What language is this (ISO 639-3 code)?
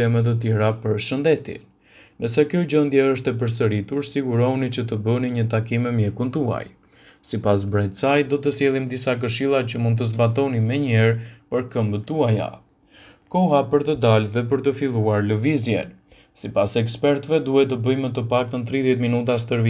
sqi